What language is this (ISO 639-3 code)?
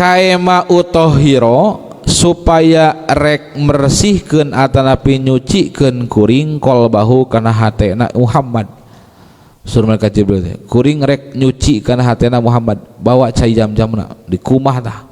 sun